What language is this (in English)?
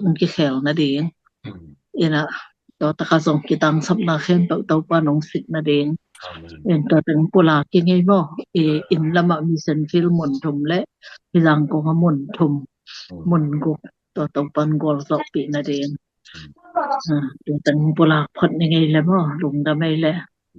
Tedim Chin